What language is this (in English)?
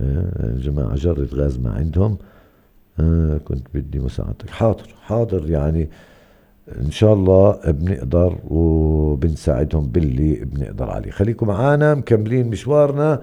North Levantine Arabic